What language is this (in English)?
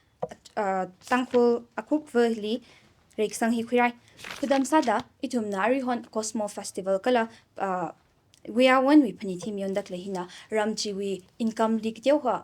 Tangkhul Naga (India)